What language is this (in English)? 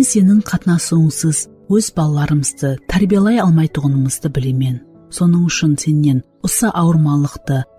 Kara-Kalpak